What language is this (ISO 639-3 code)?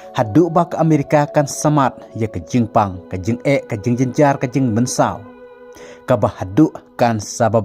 kha